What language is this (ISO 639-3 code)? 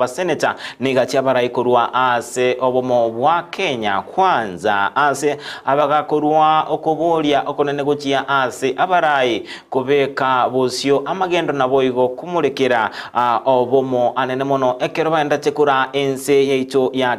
guz